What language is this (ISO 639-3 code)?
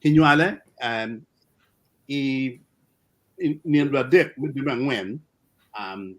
ach